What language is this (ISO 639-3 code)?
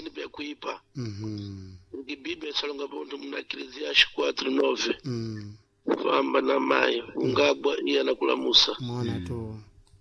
seh